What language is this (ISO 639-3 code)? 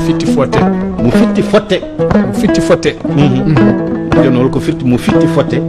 ful